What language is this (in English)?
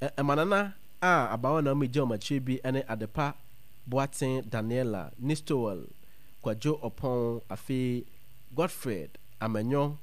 Akan